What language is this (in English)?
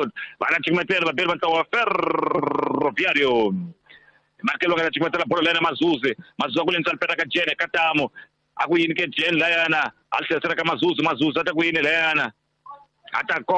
Tsonga